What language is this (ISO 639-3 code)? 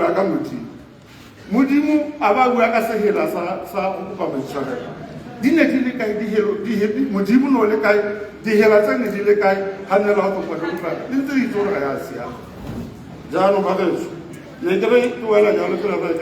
tsn